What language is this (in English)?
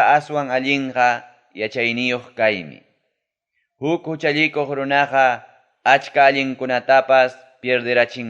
Ayacucho Quechua